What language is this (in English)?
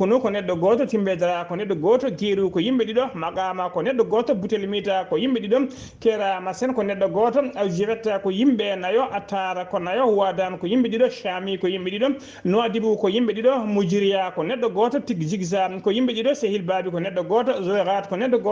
Fula